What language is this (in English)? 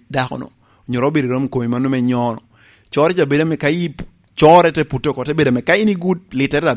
Lango (Uganda)